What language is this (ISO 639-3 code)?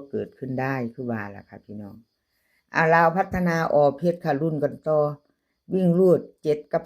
lao